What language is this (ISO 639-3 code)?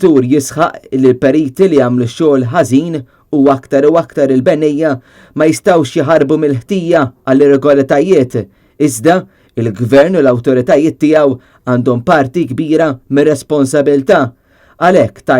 mlt